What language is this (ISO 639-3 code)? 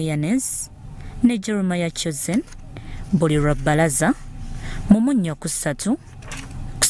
lug